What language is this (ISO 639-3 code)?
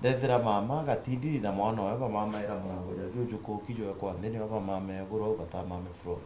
mer